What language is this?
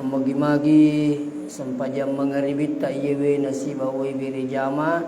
Buginese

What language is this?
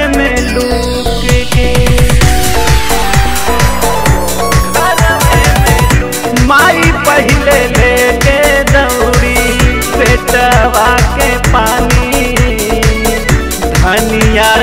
Bhojpuri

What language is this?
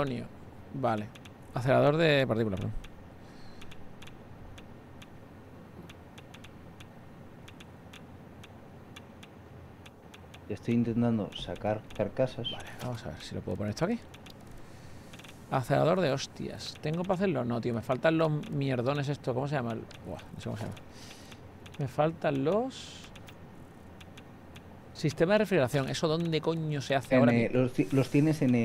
Spanish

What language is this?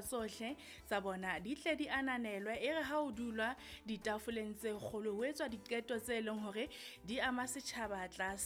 Southern Sotho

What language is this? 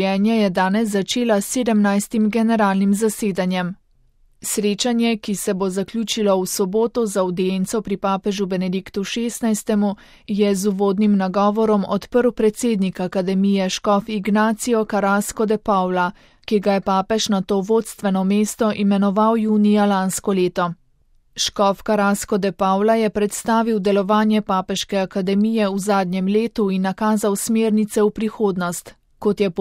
Slovenian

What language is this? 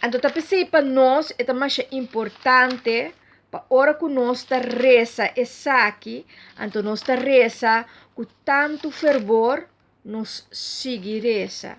Papiamento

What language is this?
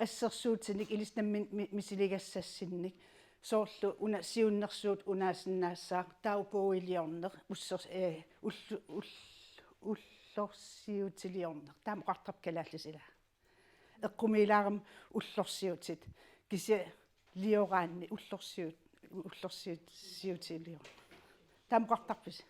Kalaallisut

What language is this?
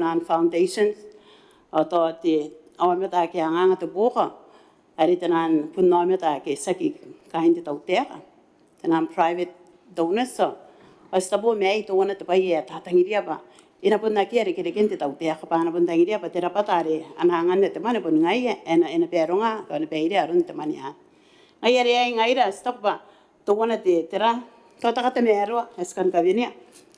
Gilbertese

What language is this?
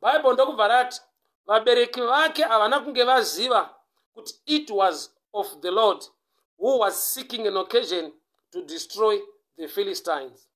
Shona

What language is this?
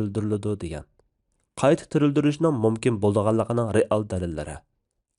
Uyghur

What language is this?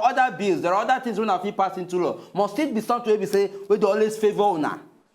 Nigerian Pidgin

